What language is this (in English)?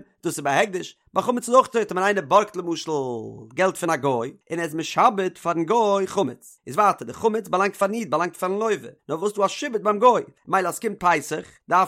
Yiddish